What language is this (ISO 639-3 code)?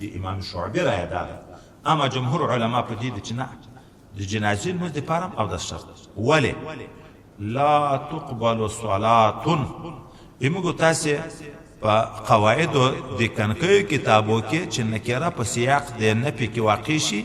pus